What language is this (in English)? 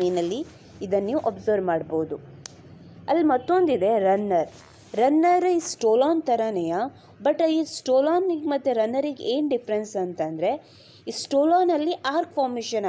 Kannada